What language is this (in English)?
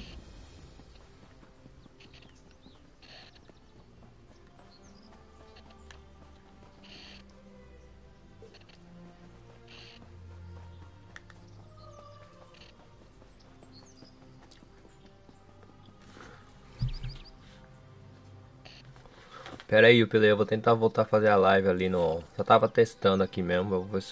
Portuguese